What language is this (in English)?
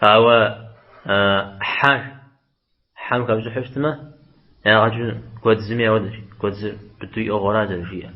Kabardian